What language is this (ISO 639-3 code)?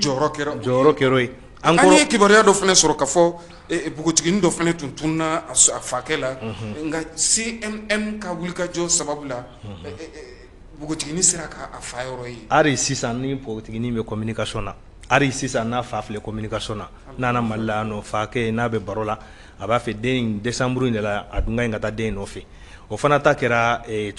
bam